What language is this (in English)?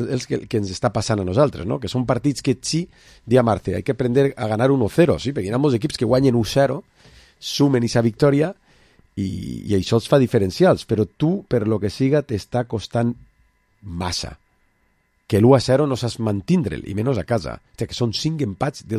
Catalan